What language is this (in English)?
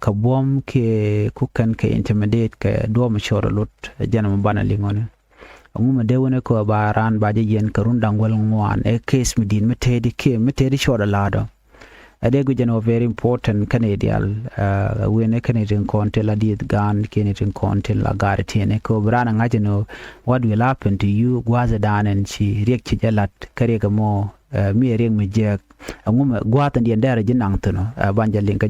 Nuer